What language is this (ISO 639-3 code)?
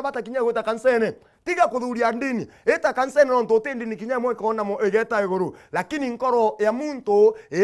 mer